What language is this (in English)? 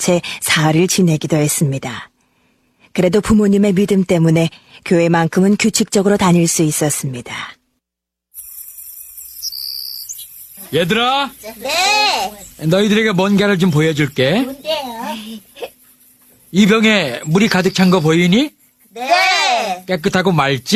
Korean